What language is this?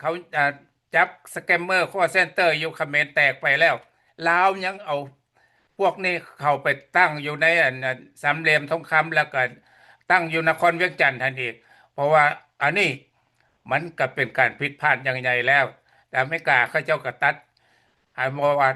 Lao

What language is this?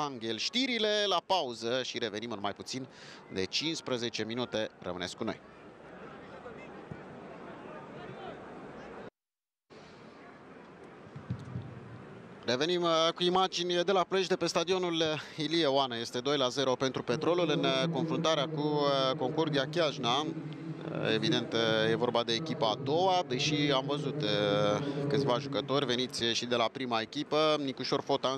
Romanian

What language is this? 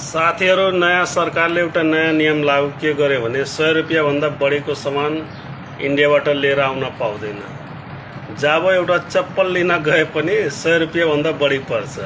Nepali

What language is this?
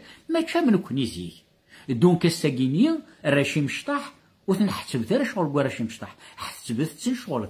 Kabyle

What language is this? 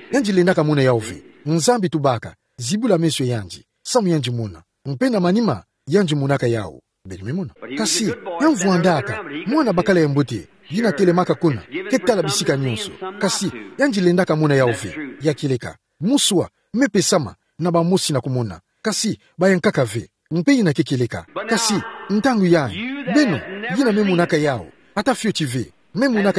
Kituba (Democratic Republic of Congo)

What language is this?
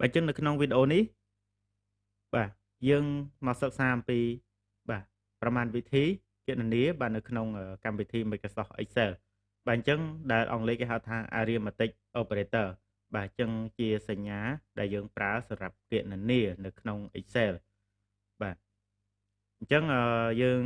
Khmer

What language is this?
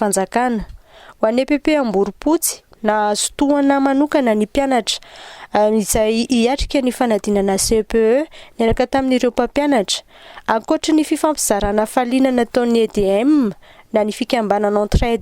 Malagasy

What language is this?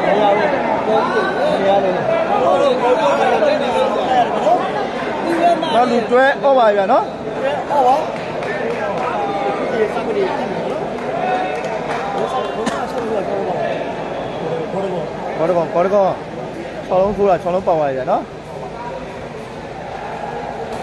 Burmese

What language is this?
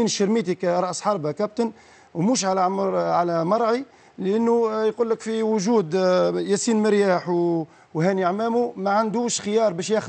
Tunisian Arabic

